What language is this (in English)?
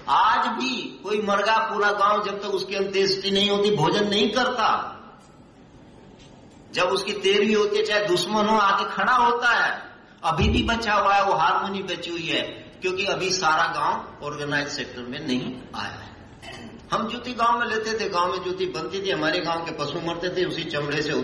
Hindi